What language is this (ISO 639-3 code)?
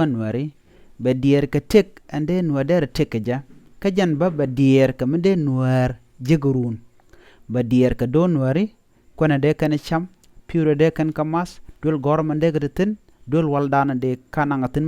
nus